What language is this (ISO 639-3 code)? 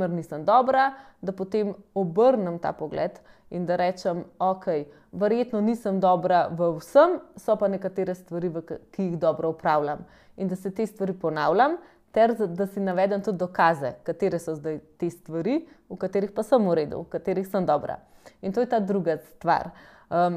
slv